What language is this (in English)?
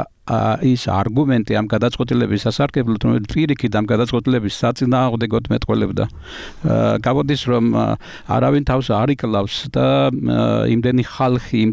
Georgian